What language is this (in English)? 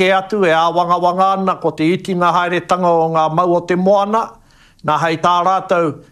Māori